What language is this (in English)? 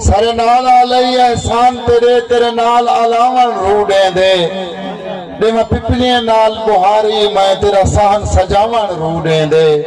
Saraiki